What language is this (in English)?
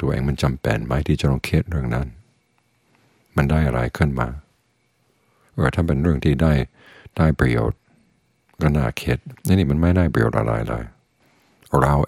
Thai